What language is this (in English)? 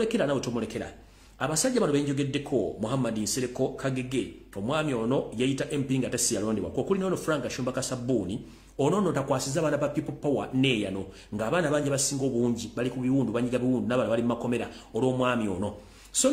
Ganda